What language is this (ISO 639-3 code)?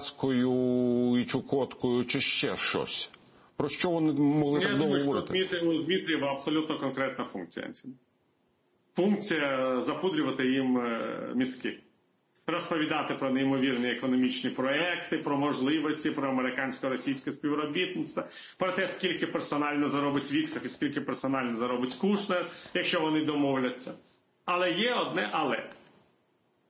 ukr